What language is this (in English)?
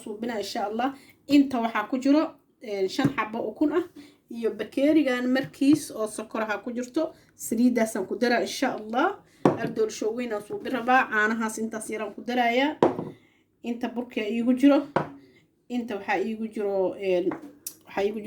Somali